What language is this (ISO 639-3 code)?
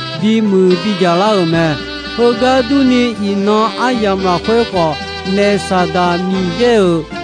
ahk